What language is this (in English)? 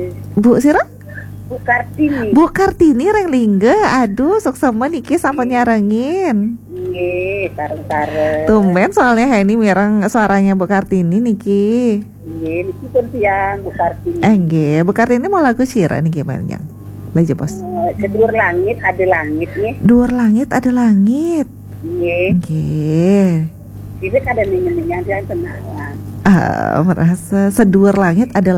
Balinese